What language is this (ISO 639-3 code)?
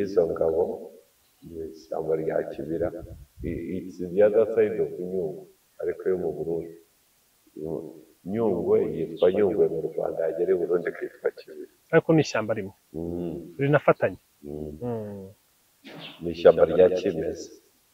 kin